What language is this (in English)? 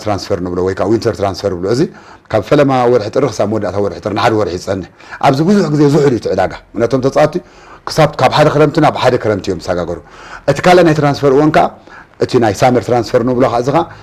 Tigrinya